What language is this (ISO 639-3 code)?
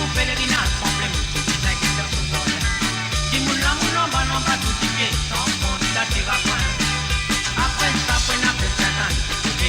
mfe